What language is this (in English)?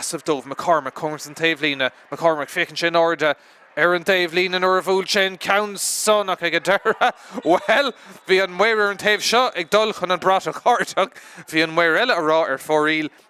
Irish